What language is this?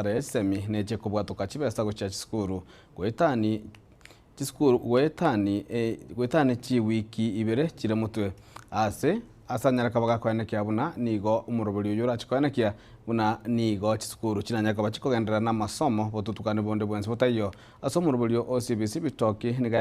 Gusii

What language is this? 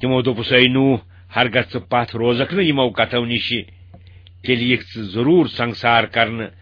Kashmiri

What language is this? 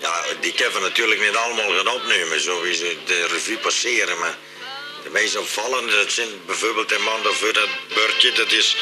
Limburgish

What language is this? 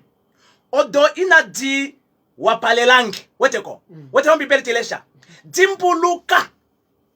Kuanyama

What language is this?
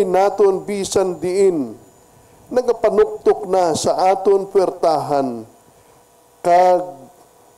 Hiligaynon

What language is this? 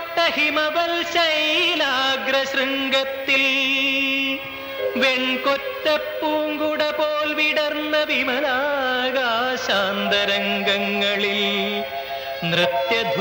Malayalam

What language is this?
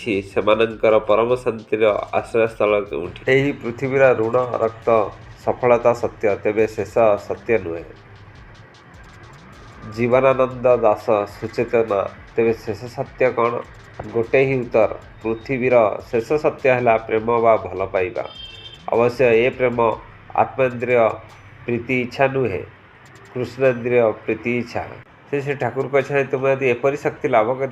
Odia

